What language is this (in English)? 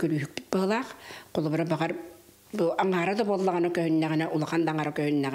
Yakut